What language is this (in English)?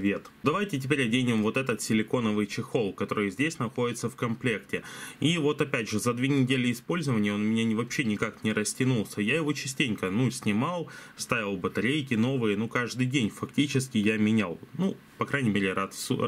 Russian